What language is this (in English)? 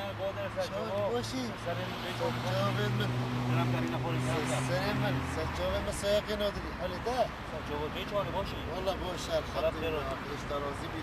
Kurdish